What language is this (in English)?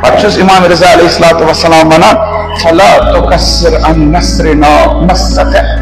Kashmiri